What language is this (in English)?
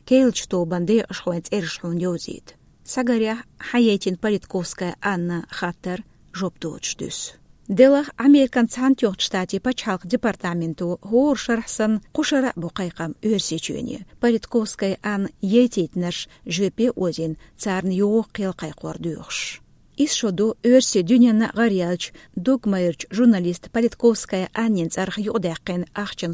Chechen